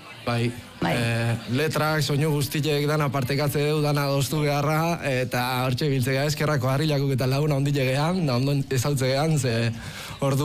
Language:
Basque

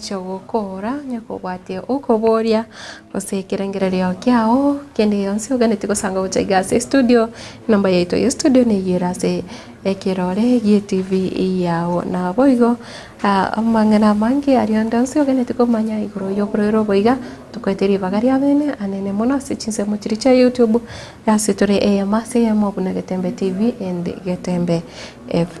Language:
Gusii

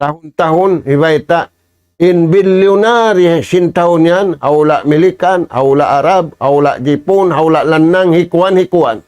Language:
Tausug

